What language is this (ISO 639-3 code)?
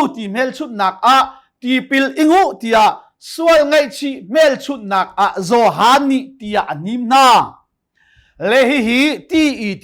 cnh